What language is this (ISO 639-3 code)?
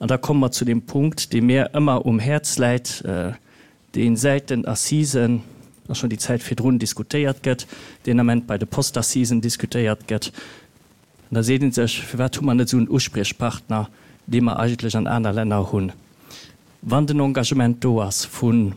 ltz